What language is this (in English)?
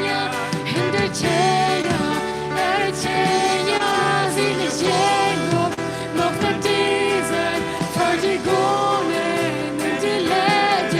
Plautdietsch